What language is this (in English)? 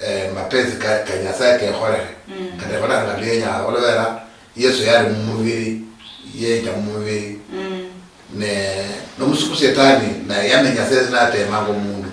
Luyia